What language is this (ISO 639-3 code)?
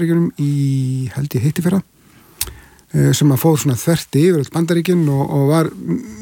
isl